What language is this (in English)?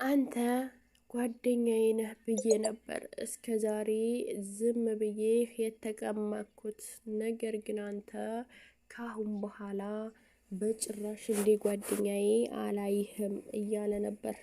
Amharic